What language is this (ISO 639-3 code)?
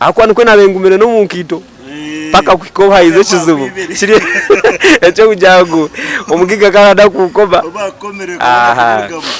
nyn